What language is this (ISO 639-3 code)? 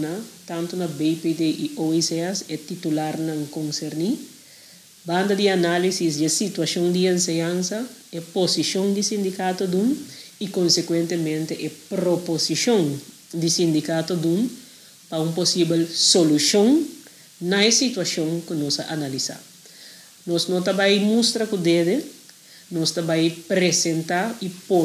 pap